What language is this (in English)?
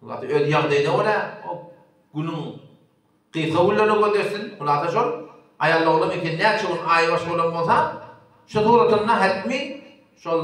Turkmen